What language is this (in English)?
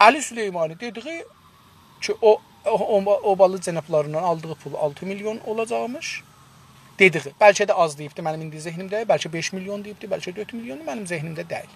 South Azerbaijani